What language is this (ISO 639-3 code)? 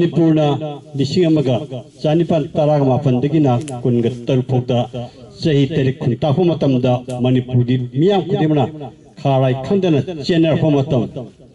mni